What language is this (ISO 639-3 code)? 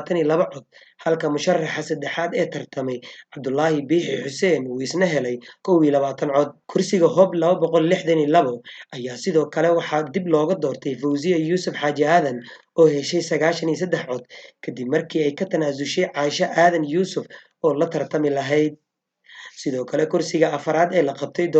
som